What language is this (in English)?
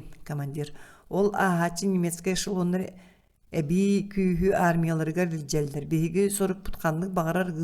Yakut